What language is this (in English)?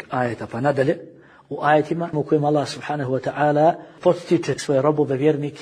Bosnian